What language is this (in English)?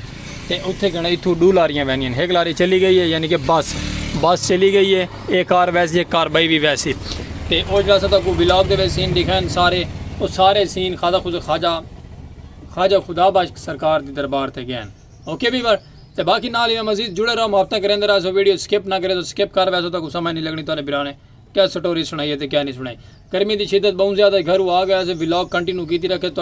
Saraiki